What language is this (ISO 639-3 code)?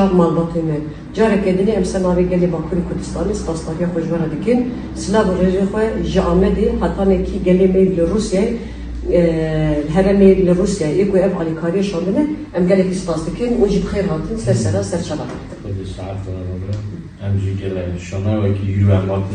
kur